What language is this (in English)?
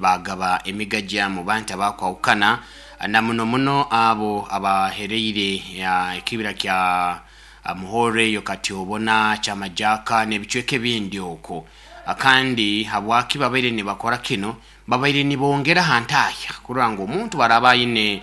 Nyoro